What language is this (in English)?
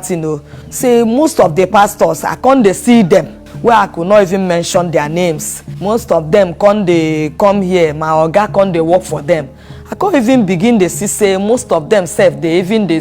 Nigerian Pidgin